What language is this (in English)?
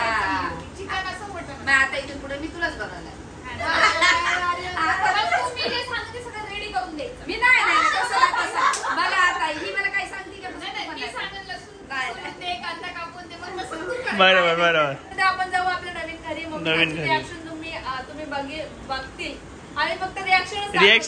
Marathi